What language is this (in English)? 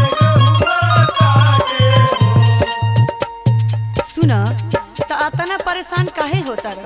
Bhojpuri